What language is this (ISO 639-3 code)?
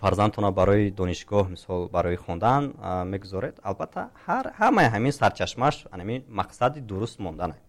tgk